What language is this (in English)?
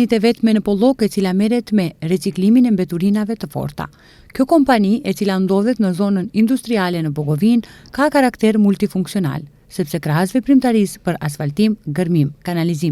Albanian